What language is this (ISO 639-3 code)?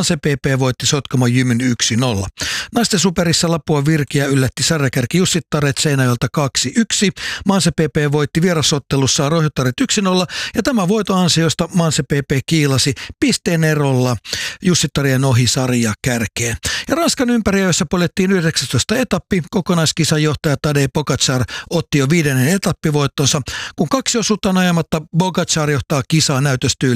fin